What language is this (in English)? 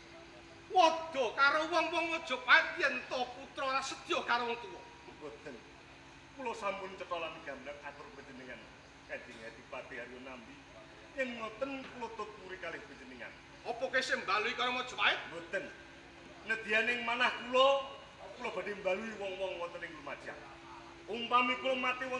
Javanese